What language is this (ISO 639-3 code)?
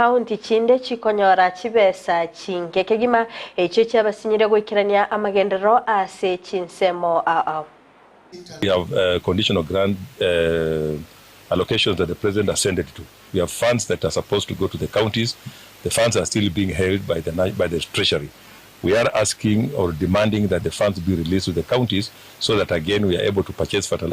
guz